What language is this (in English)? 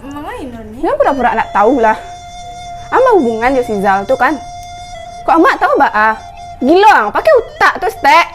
Minangkabau